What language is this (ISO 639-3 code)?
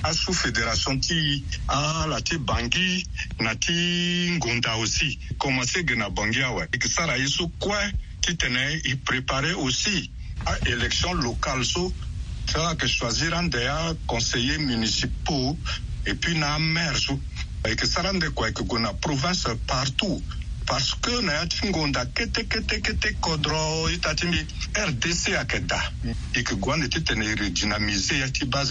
sag